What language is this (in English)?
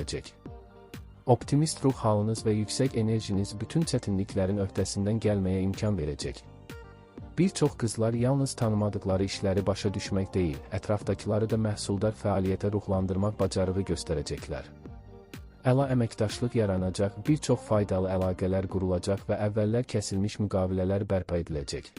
Azerbaijani